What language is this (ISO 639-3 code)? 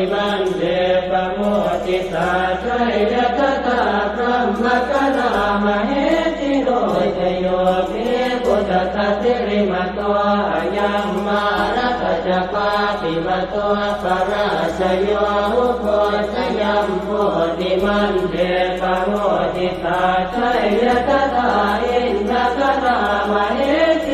pli